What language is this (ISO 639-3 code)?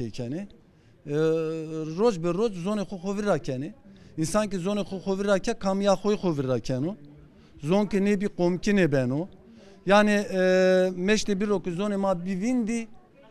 zza